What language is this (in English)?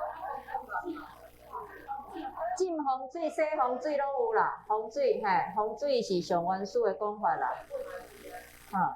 Min Nan Chinese